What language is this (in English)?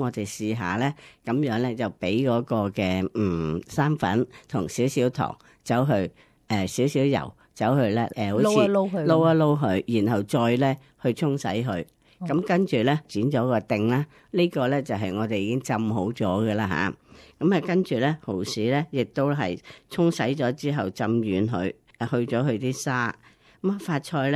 Cantonese